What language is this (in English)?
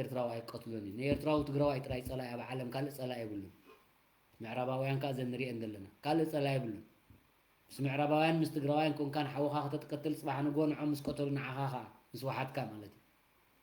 Tigrinya